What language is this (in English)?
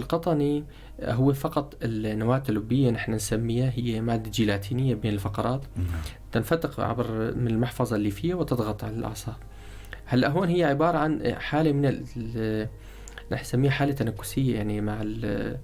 North Levantine Arabic